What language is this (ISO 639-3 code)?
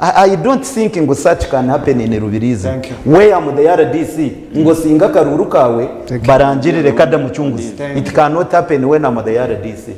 nyn